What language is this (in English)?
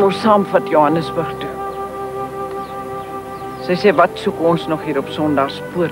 Afrikaans